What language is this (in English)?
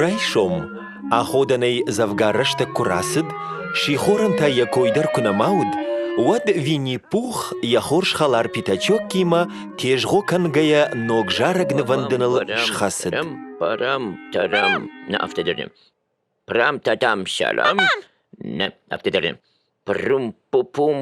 Ossetic